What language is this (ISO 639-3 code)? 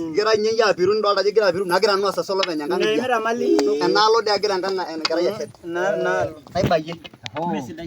mas